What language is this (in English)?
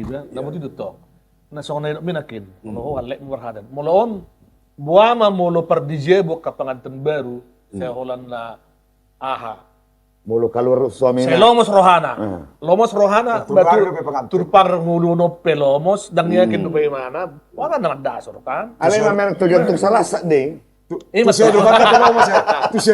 Batak Toba